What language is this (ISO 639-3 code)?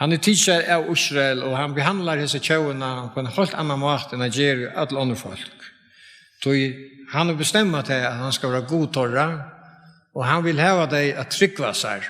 fao